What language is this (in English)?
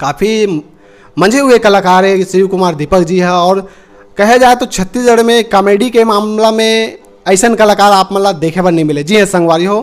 Chhattisgarhi